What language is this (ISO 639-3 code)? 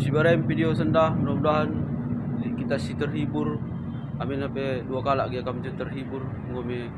btx